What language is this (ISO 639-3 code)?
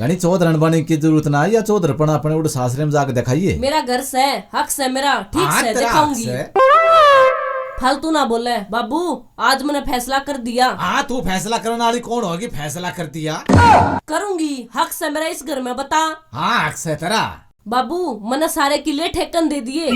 bgc